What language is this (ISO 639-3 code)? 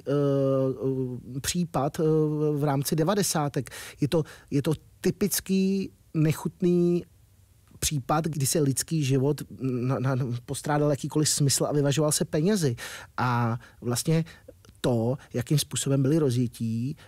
ces